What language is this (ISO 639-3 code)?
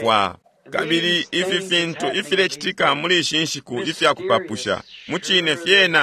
bem